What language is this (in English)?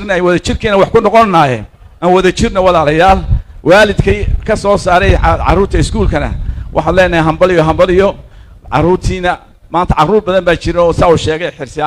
Somali